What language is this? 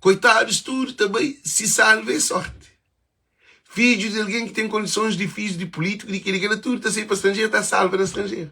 Kabuverdianu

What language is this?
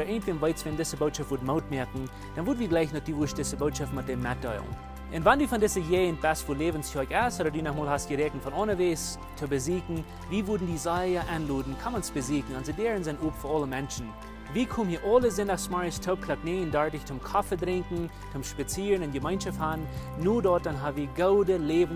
Plautdietsch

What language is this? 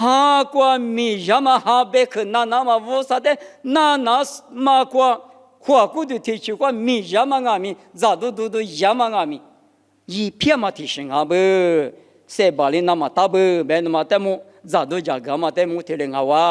Lisu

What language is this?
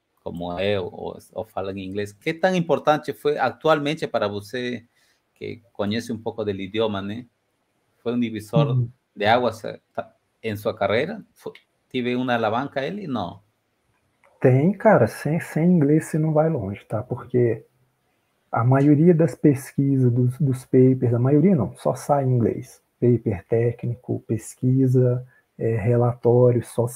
Portuguese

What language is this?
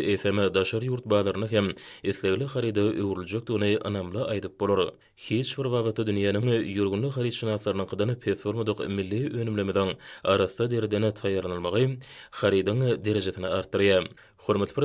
Turkmen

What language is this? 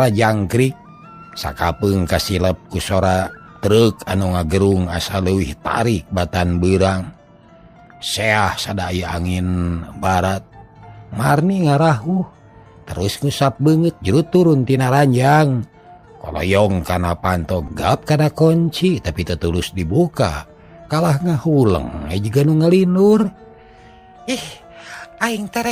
Sundanese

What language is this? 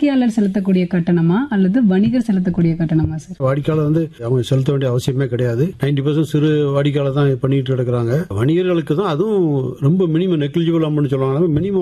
Tamil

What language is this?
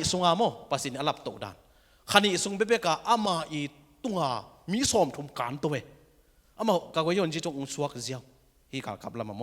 Tedim Chin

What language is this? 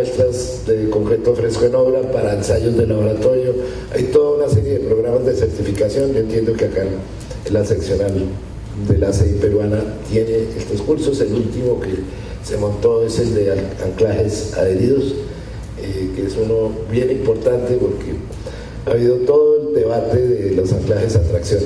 Spanish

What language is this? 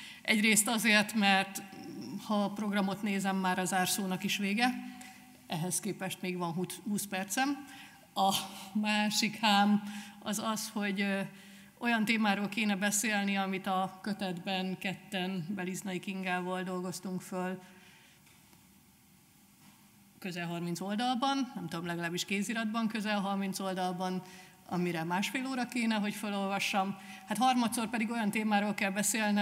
Hungarian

